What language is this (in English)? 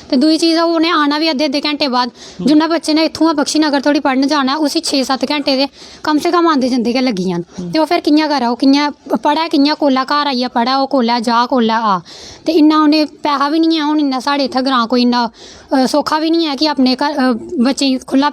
Dogri